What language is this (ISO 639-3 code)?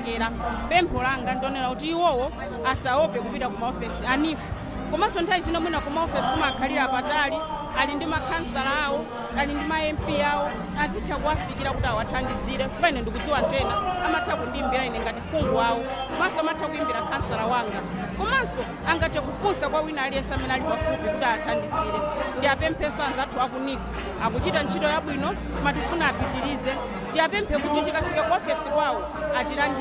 nya